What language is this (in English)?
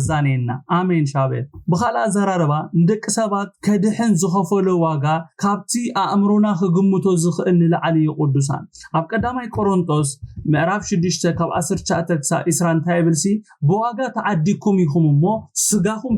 Tigrinya